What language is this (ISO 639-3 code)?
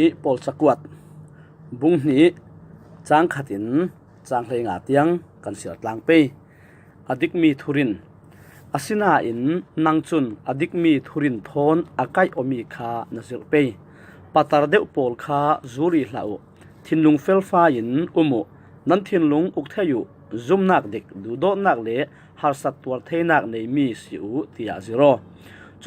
cfm